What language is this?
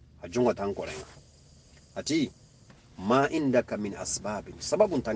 Soninke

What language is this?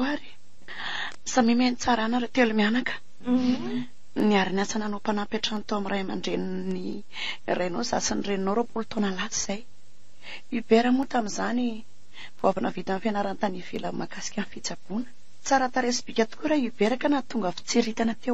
Malagasy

